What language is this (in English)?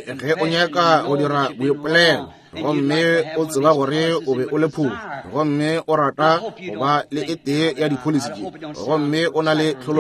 Northern Sotho